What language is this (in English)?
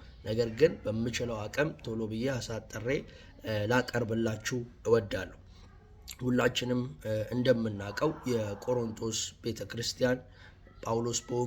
Amharic